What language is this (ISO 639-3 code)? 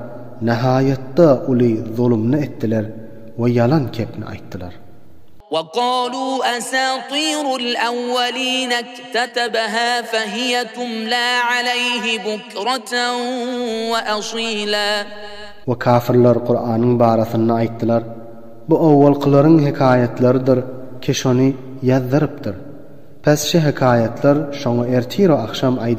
tuk